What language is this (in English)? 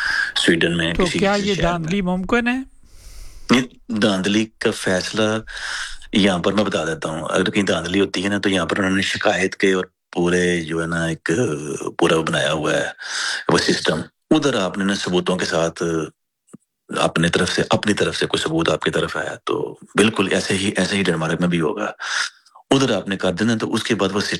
Urdu